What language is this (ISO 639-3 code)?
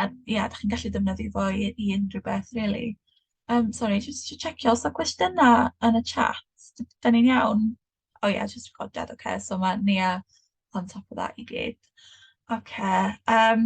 cym